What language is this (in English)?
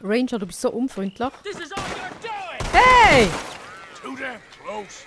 Swiss German